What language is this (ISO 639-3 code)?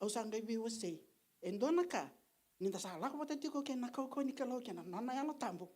fij